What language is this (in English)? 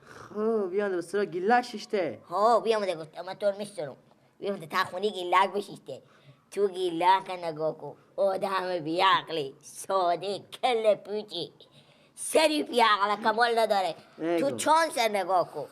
Persian